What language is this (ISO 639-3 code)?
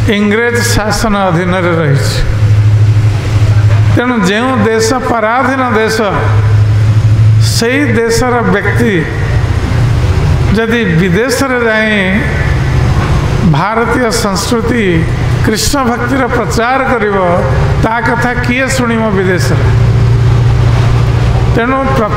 ori